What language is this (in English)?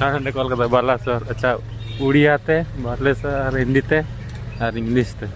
Santali